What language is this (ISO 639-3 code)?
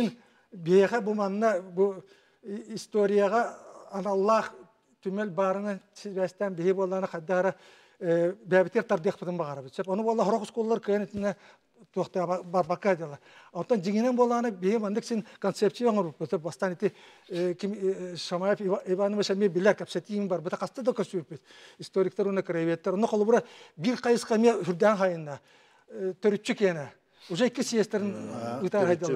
sah